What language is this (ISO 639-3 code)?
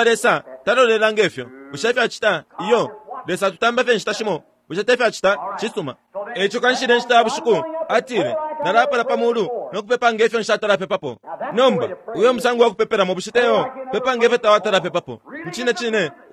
bem